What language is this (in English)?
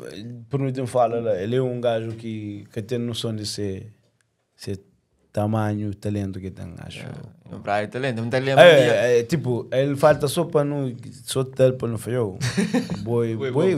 Kabuverdianu